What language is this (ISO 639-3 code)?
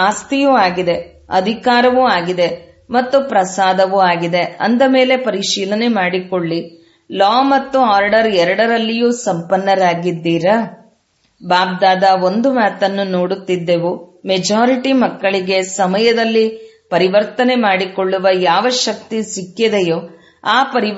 kan